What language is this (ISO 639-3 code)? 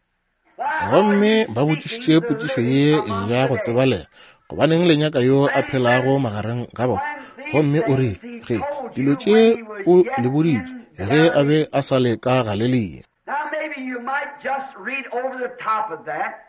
nso